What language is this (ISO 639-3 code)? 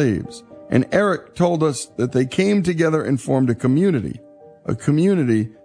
eng